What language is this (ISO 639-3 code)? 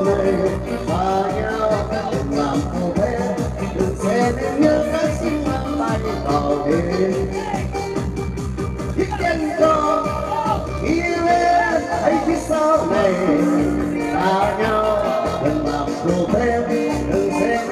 vie